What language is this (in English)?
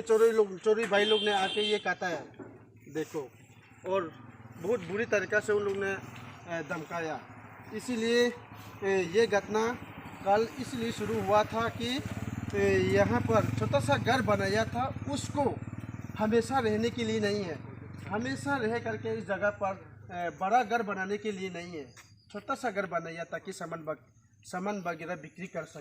Riang (India)